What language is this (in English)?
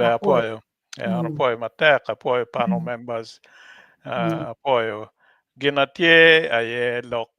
Acoli